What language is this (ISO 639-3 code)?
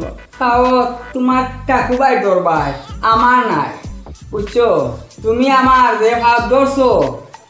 syl